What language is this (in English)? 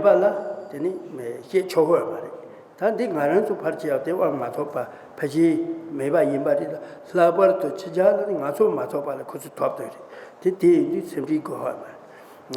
Tibetan